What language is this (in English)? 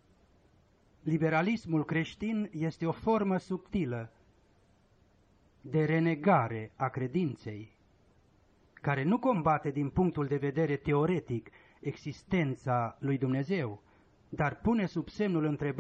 Romanian